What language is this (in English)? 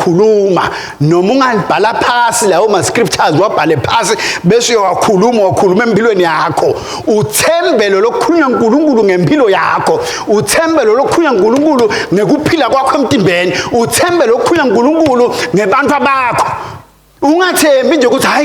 Swati